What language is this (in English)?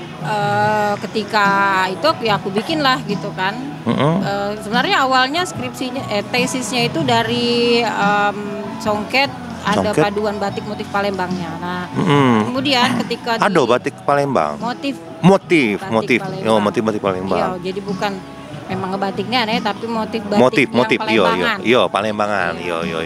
Musi